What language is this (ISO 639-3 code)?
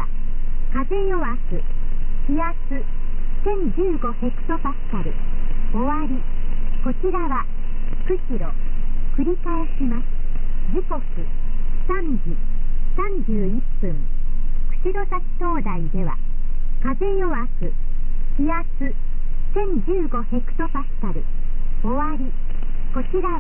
jpn